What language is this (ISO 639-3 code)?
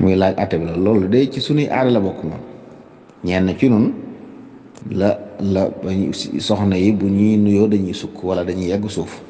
wol